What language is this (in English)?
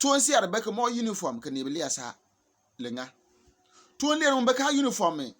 Bimoba